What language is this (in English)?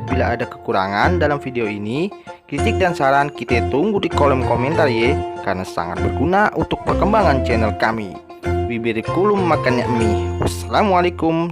Betawi